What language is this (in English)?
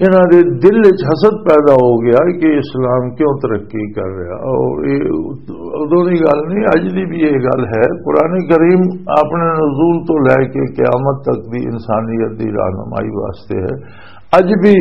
Western Panjabi